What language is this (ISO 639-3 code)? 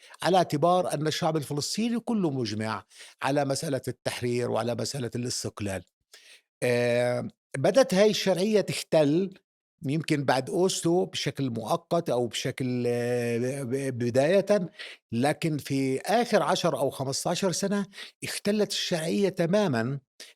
apc